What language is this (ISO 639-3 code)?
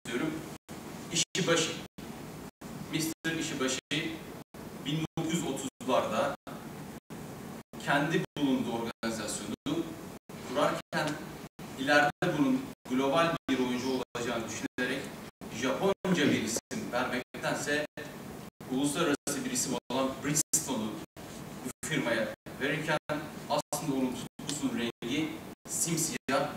tur